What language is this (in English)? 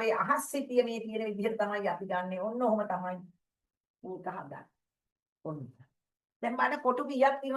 Sinhala